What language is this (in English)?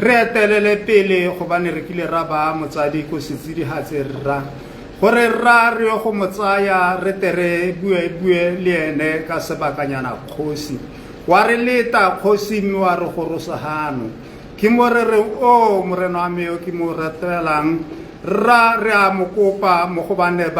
Tswana